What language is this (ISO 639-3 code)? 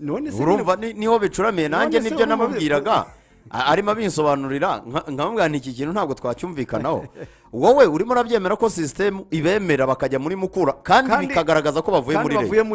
kin